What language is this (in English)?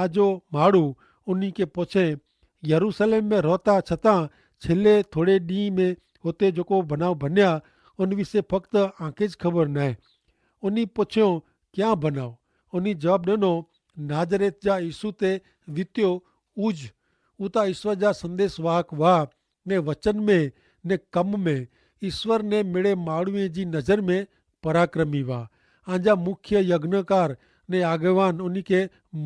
Kachhi